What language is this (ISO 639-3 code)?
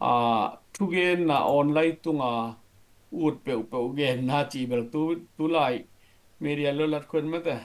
ctd